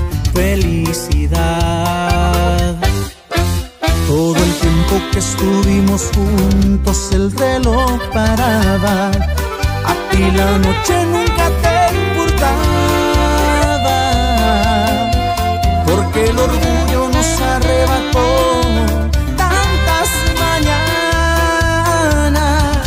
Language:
Spanish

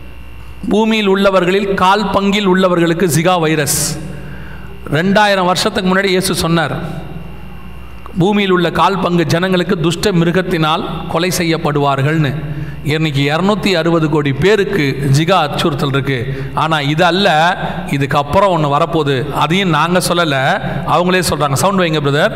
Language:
Tamil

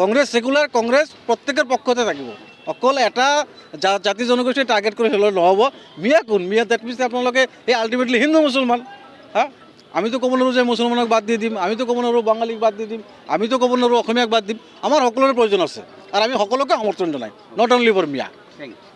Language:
Assamese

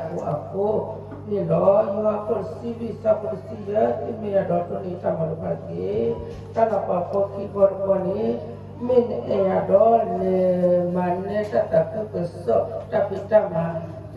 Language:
S'gaw Karen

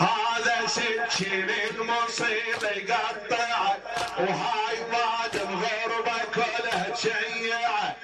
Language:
Mesopotamian Arabic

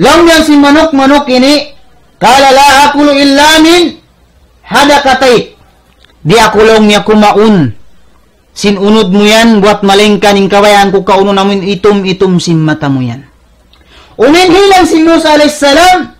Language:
Tausug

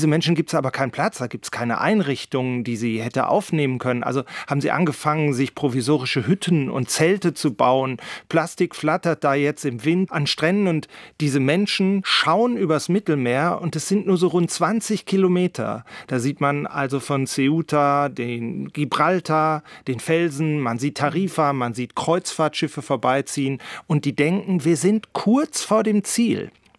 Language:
German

